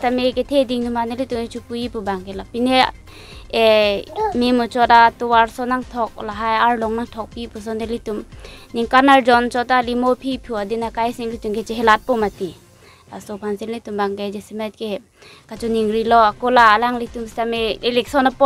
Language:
Karbi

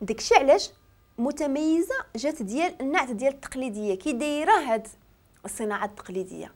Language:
Moroccan Arabic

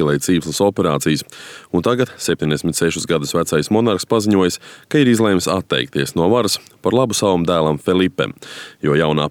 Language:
Latvian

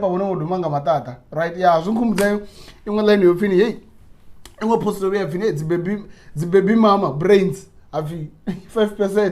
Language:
Venda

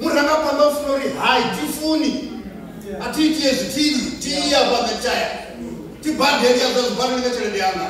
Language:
Venda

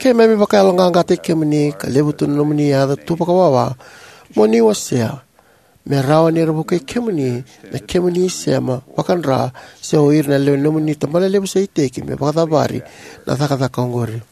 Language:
Fijian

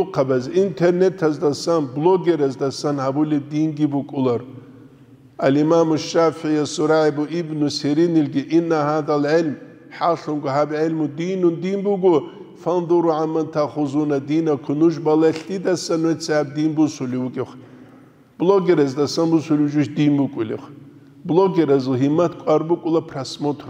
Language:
Avaric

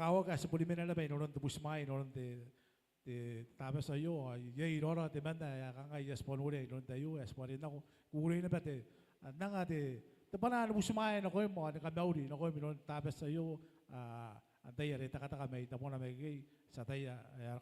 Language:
Gilbertese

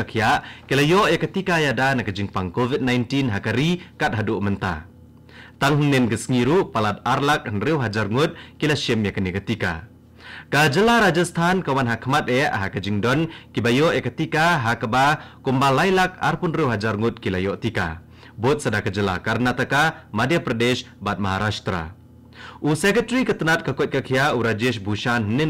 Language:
Khasi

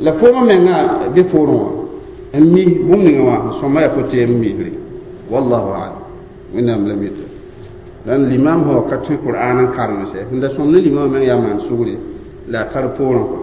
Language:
Mossi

